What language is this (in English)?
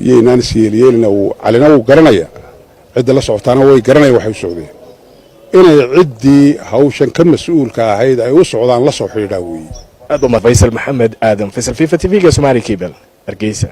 Somali